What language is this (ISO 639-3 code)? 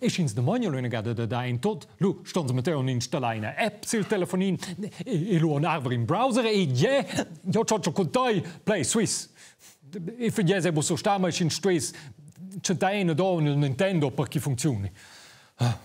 roh